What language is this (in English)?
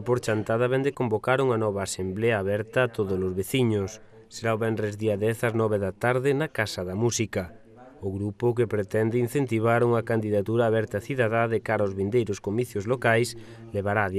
Galician